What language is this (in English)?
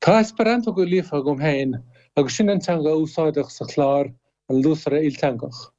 Irish